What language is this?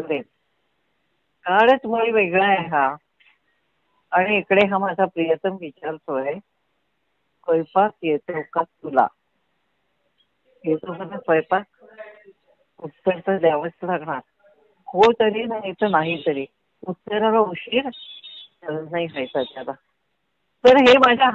Marathi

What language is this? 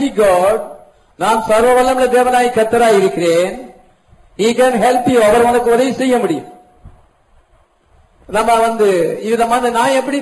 Tamil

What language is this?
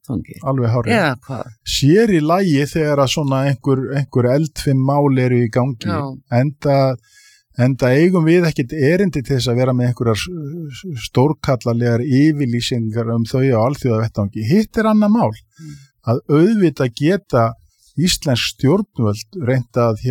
Icelandic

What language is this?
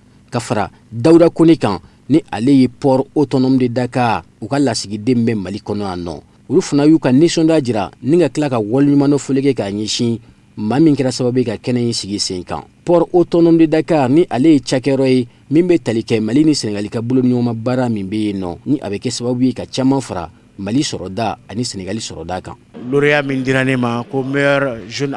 Bambara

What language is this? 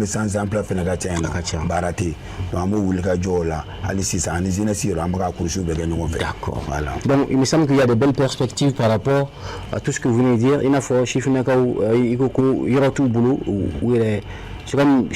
Bambara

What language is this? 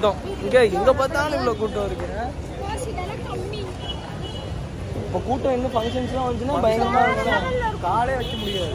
Tamil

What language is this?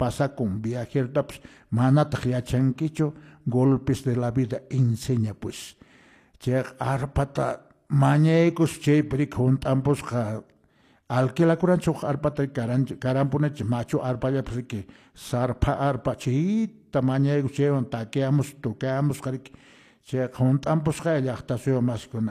Quechua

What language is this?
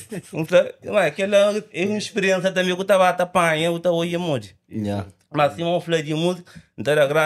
Kabuverdianu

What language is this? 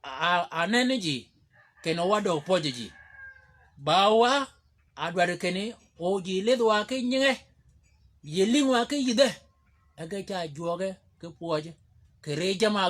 Shilluk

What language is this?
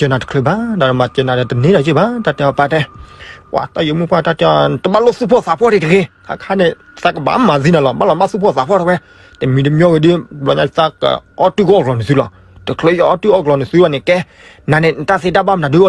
S'gaw Karen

